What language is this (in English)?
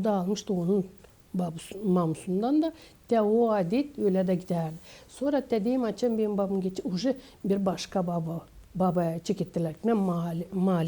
Gagauz